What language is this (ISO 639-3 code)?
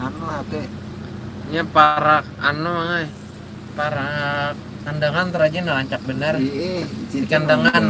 bjn